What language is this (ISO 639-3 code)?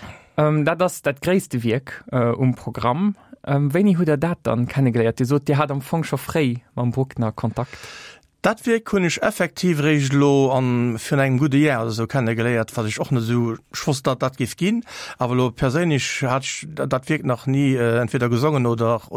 ltz